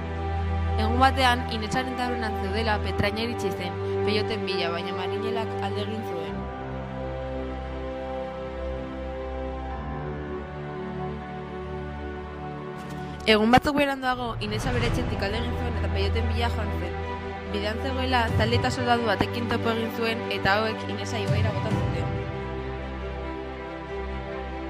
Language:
Basque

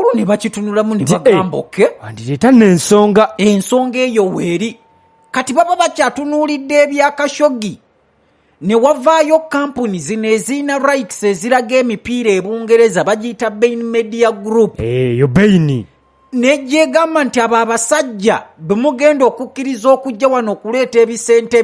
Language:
Ganda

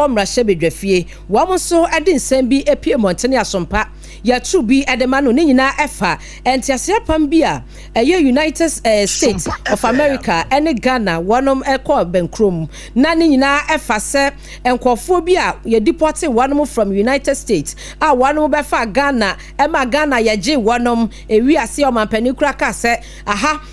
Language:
Akan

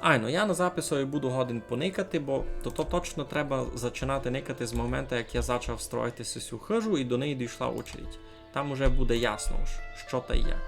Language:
Rusyn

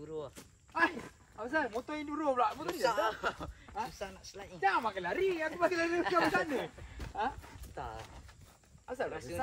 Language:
Malay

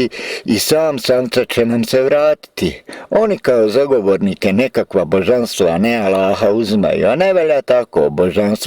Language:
Bosnian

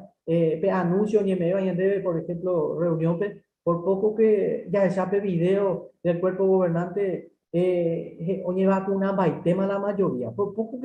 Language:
Guarani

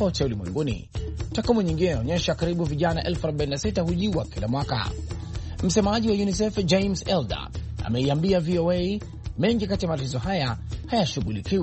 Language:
Swahili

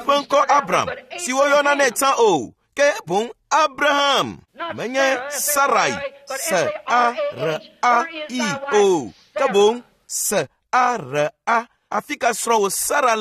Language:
Ewe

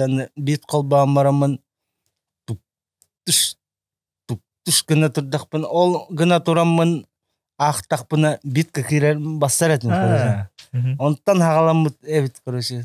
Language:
Yakut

